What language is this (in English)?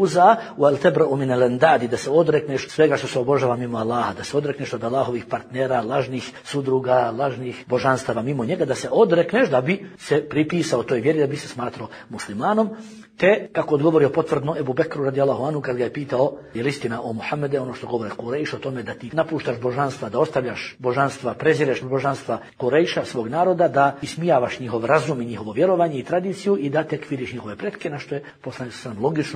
Bosnian